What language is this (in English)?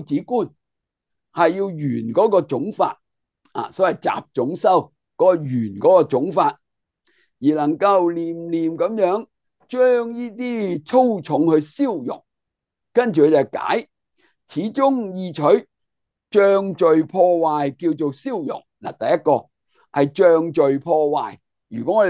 Cantonese